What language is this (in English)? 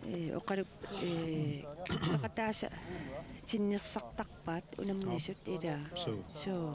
Kalaallisut